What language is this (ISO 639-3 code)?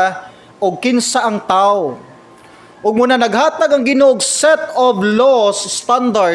ceb